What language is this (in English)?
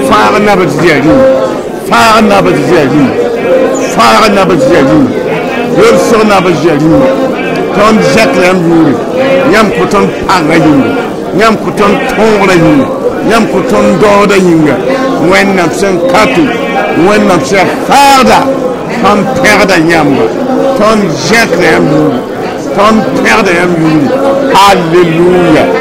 Mossi